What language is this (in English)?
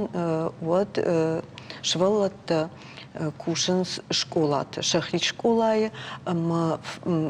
Ossetic